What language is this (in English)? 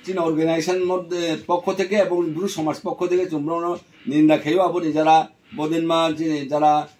Riang (India)